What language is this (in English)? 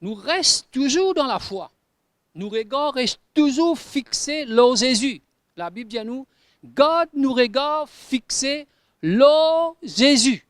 Morisyen